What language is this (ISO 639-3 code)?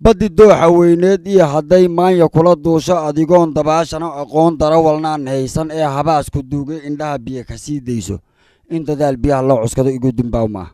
som